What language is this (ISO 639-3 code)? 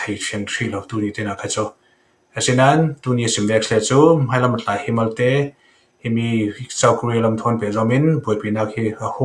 cfm